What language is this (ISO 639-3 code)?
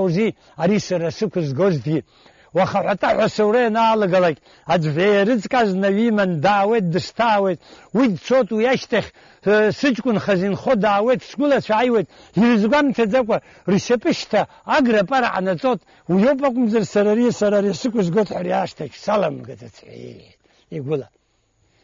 abk